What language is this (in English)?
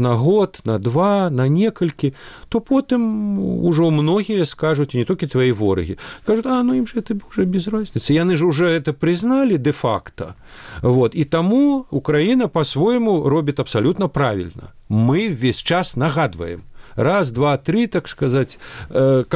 Belarusian